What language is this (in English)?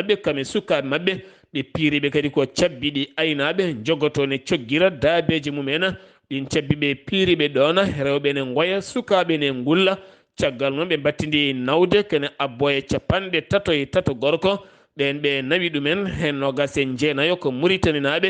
Fula